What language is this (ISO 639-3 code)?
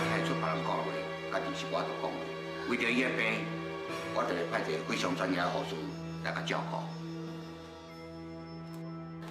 nan